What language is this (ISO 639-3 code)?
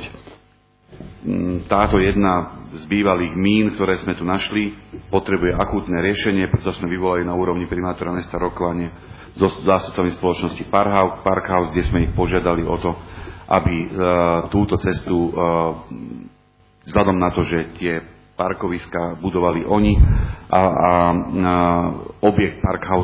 slk